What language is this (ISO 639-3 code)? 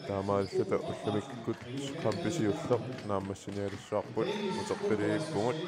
kal